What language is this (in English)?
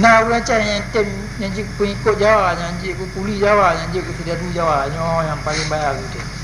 Achinese